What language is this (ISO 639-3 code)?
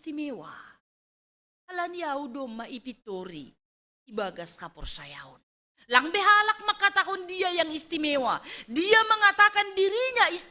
bts